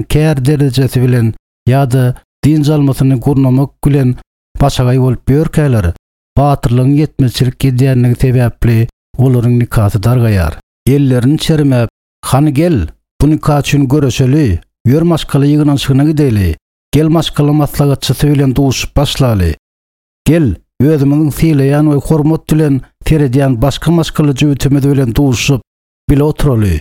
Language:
Turkmen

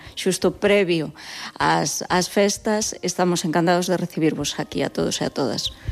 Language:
Galician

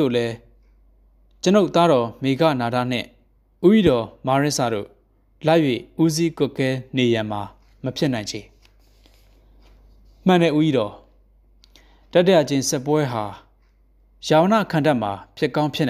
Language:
Burmese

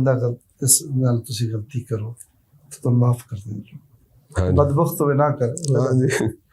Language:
Western Panjabi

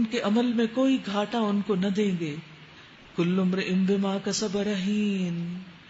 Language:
Urdu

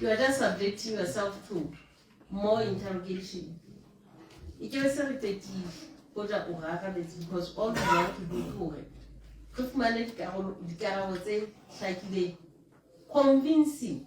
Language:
Southern Sotho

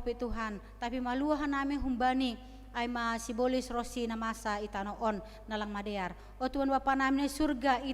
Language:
Batak Simalungun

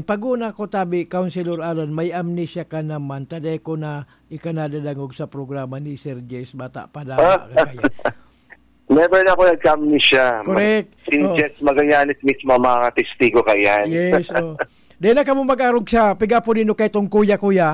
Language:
Bikol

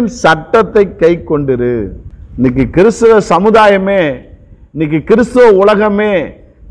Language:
Tamil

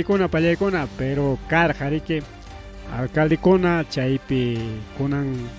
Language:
Ayacucho Quechua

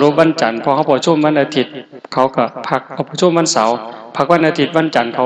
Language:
Lao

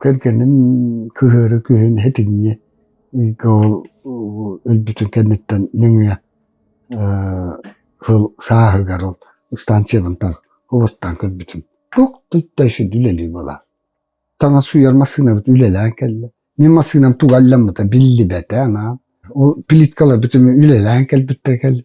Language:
Yakut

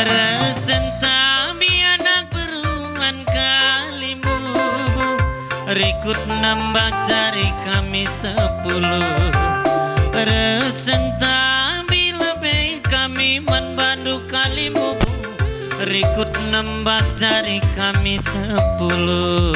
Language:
Batak Karo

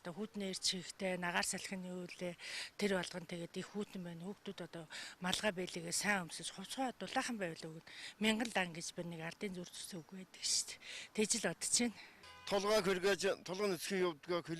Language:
Mongolian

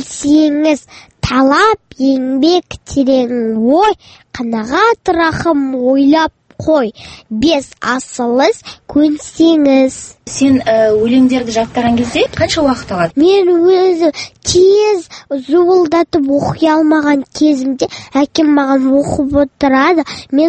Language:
Kazakh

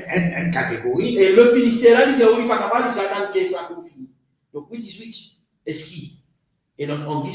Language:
Morisyen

